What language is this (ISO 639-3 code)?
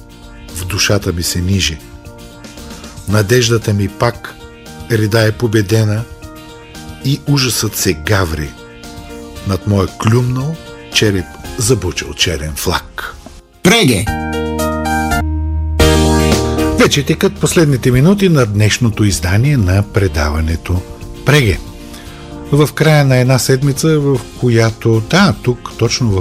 bul